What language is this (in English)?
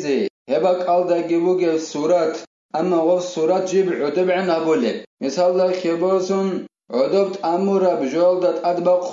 Avaric